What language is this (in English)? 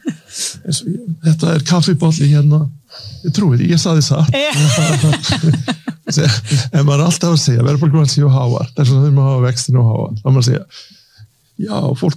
Icelandic